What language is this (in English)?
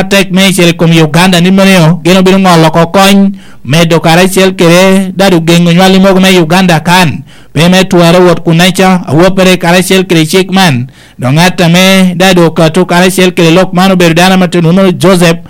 Lango (Uganda)